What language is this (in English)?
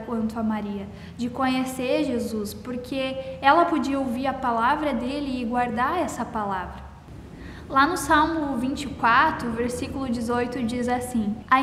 Portuguese